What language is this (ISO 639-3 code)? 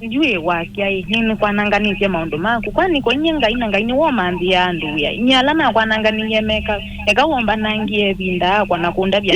kam